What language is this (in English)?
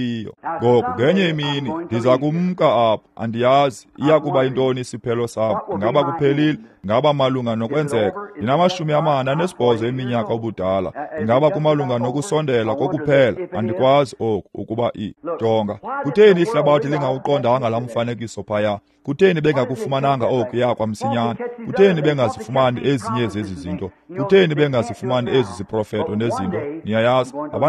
Xhosa